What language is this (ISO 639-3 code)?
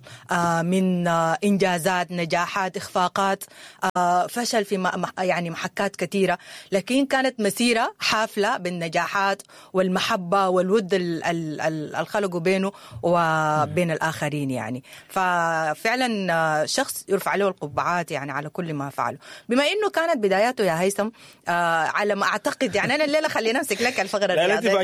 apd